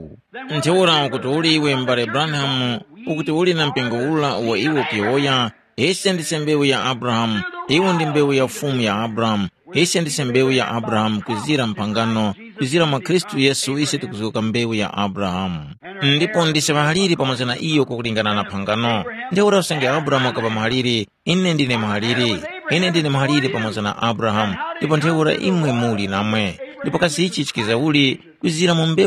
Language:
Tumbuka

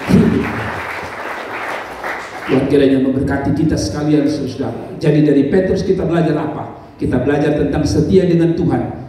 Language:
Indonesian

